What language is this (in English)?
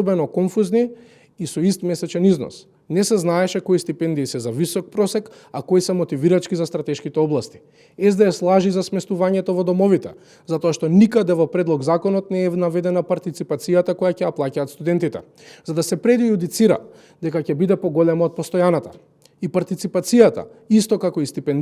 Macedonian